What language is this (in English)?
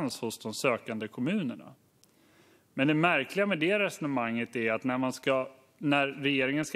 Swedish